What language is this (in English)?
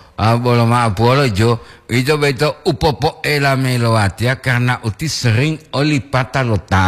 Gorontalo